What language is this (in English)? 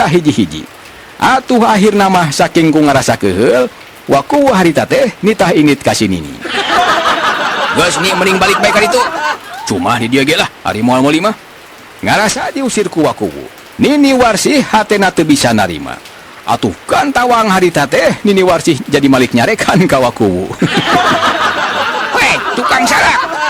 Sundanese